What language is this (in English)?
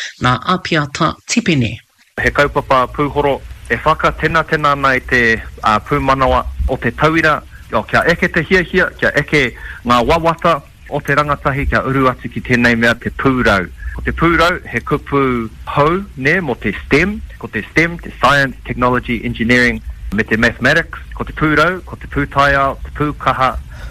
Māori